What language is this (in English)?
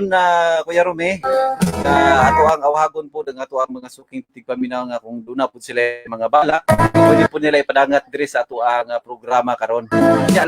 Cebuano